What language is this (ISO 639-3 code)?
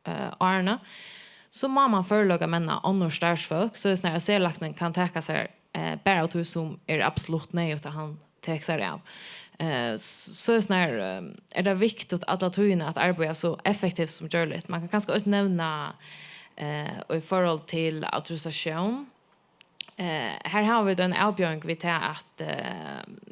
fao